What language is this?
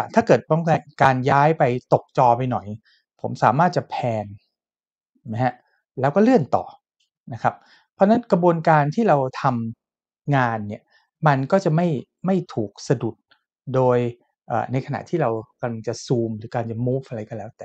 Thai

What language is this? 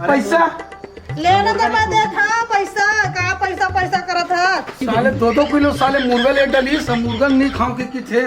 Chhattisgarhi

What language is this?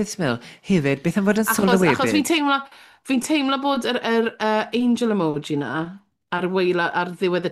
Welsh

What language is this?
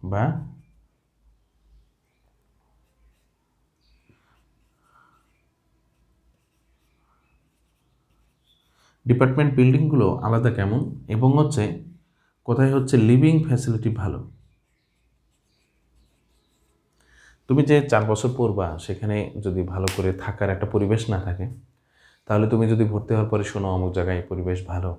Bangla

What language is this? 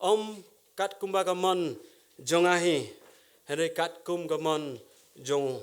Khasi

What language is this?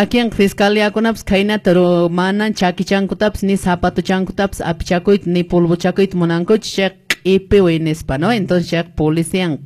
Quechua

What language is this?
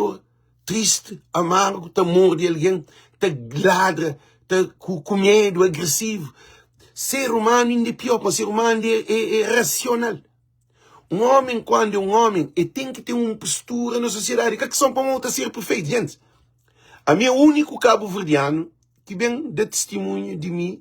Kabuverdianu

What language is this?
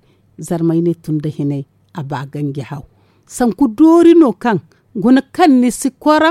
Zarma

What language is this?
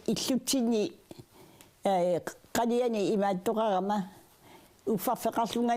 Kalaallisut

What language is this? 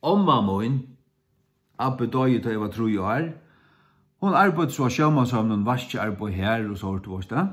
Faroese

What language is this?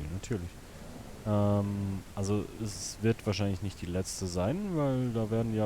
Swiss German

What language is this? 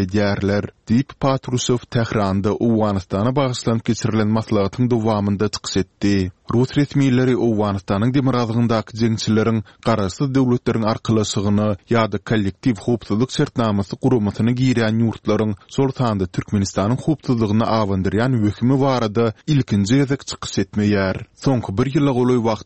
Turkmen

